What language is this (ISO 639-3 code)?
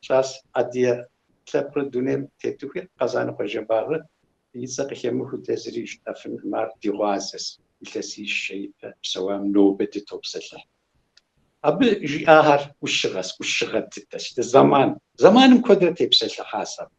kbd